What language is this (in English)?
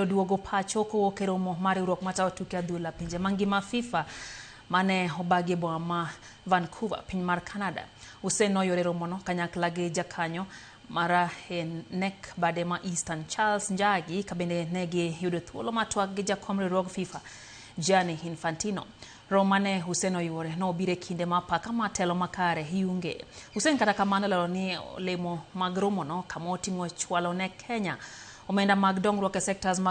Luo (Kenya and Tanzania)